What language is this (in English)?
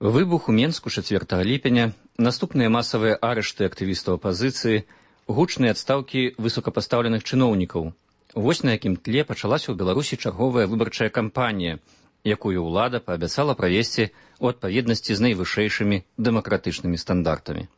Belarusian